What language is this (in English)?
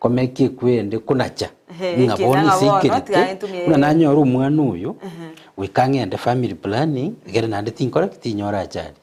Gusii